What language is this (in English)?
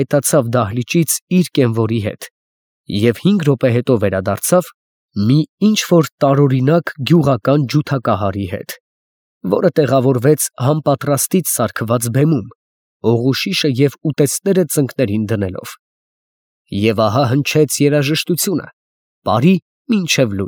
Armenian